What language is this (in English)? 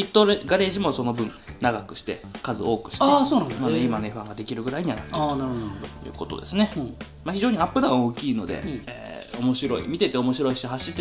Japanese